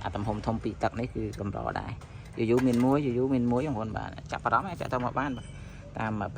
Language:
Khmer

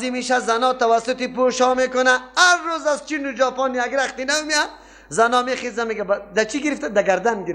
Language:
Persian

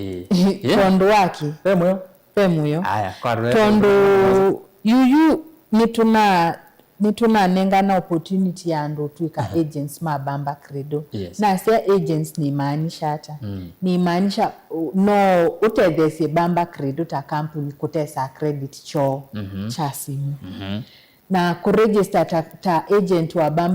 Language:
Kamba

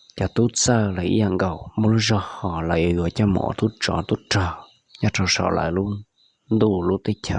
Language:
Hmong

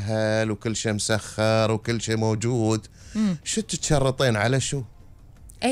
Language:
Gulf Arabic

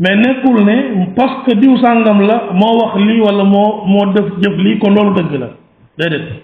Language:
Wolof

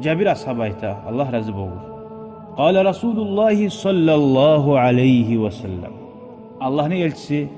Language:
Kumyk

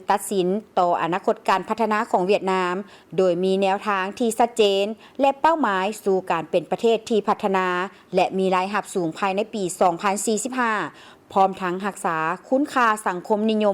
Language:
Lao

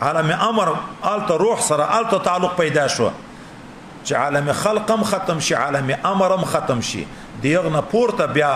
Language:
Pashto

